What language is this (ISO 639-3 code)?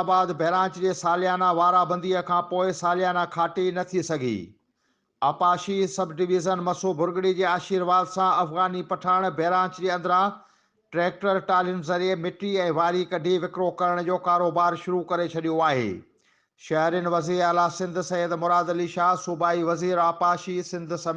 snd